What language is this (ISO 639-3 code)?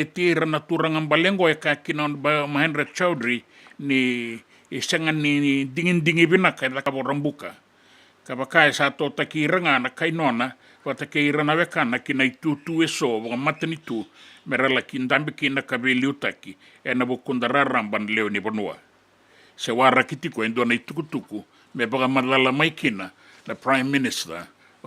fij